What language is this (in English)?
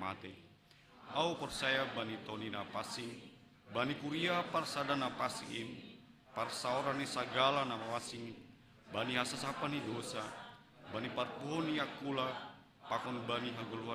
Batak Simalungun